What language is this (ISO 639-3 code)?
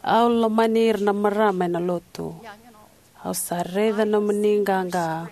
fij